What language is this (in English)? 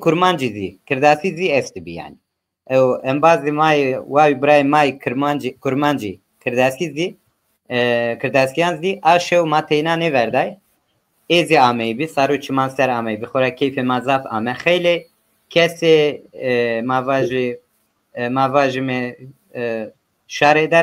Zaza